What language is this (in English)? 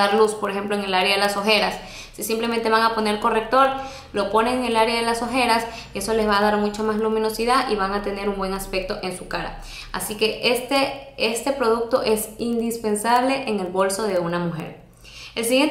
Spanish